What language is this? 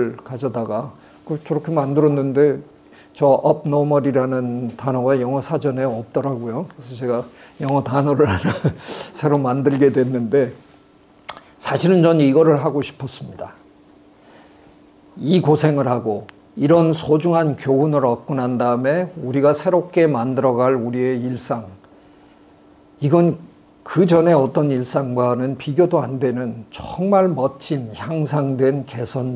Korean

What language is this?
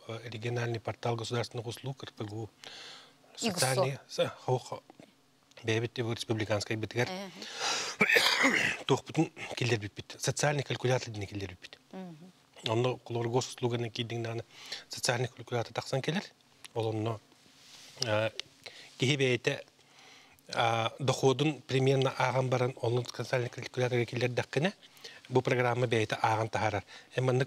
Yakut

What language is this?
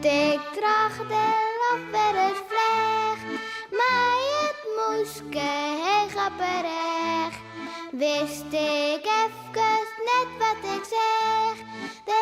Western Frisian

